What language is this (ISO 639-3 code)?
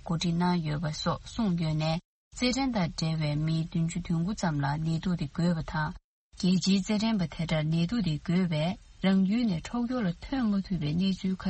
bod